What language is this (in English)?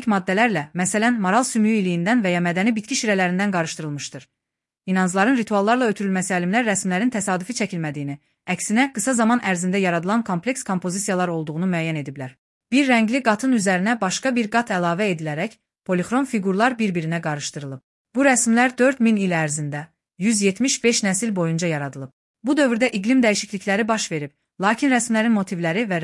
Azerbaijani